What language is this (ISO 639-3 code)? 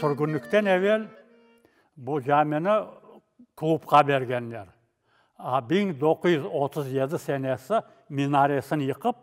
crh